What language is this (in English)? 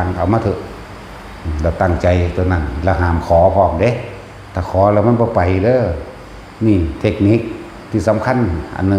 Northeastern Thai